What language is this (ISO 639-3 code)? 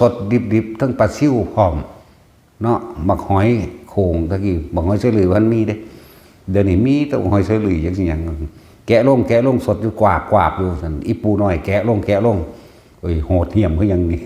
tts